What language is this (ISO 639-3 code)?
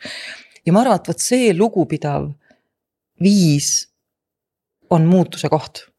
est